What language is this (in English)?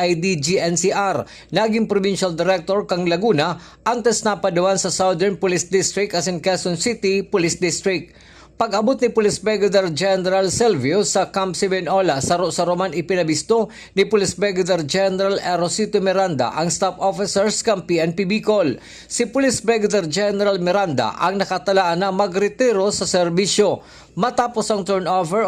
Bikol